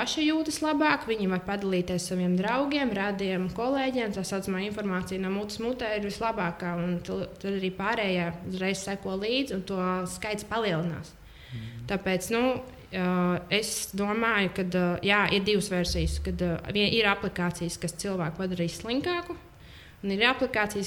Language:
Latvian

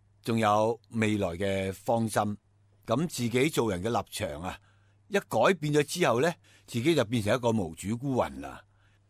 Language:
Cantonese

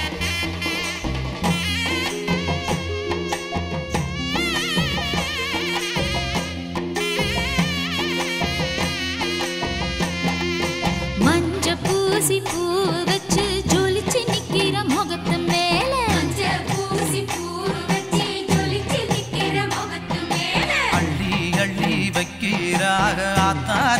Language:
Tamil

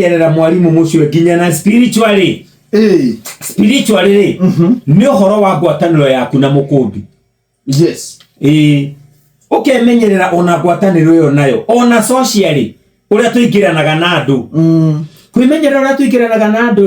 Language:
Kikuyu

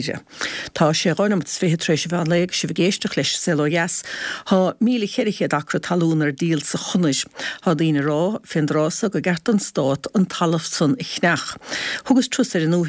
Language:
Irish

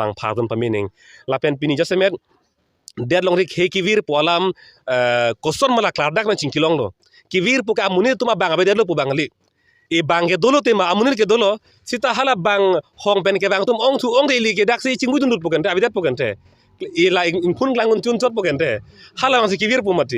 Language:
Karbi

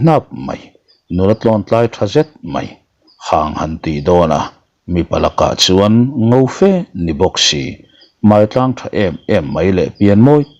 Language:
Mizo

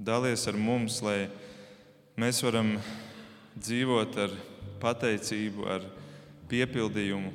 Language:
Latvian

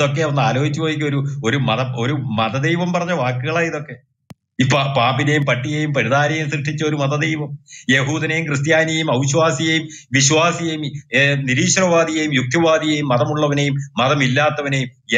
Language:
Malayalam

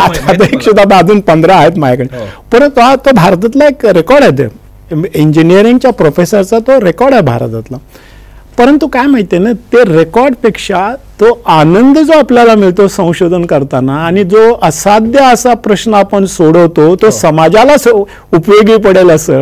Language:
Marathi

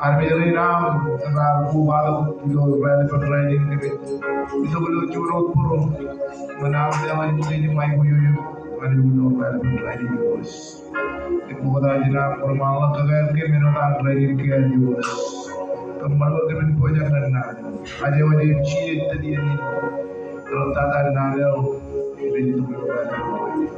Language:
Marshallese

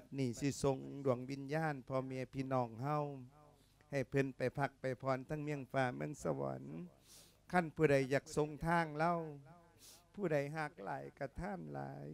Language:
Lao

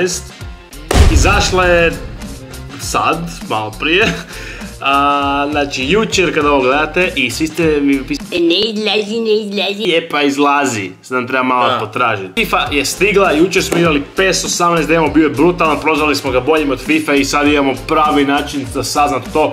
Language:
Croatian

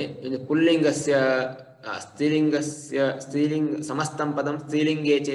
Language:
Sanskrit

